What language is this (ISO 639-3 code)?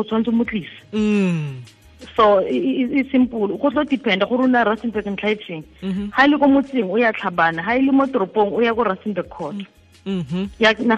tsn